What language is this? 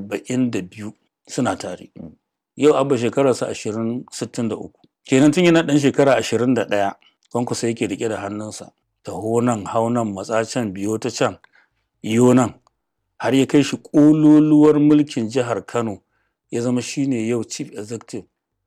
Hausa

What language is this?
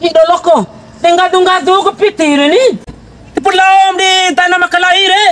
Bima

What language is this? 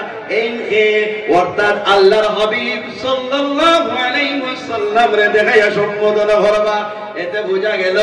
Sylheti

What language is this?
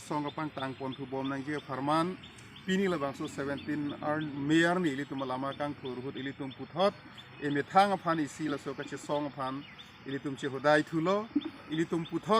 Karbi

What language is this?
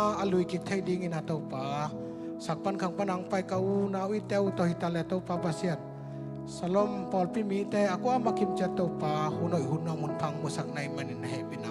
Tedim Chin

